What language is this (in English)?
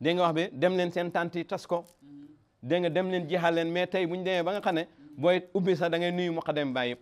Wolof